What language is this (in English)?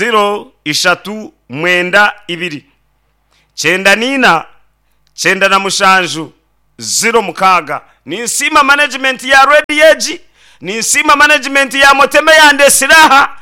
Nyankole